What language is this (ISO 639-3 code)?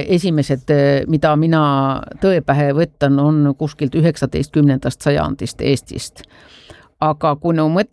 est